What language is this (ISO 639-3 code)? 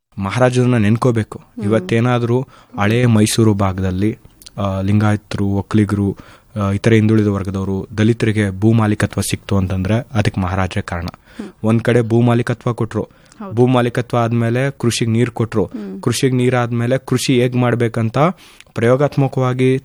kan